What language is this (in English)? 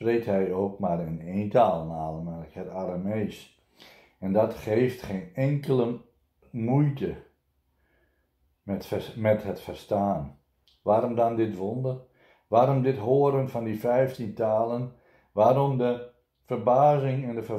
Dutch